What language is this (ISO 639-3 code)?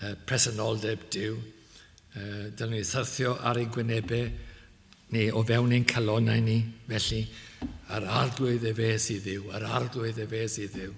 cym